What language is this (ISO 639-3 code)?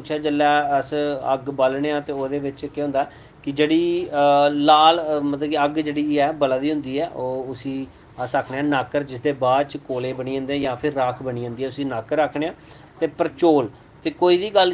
doi